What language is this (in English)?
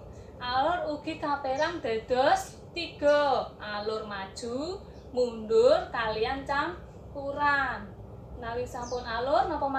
Javanese